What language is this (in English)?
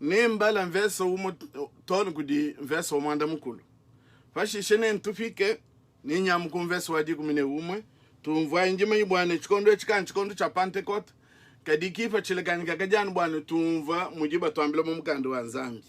Luba-Lulua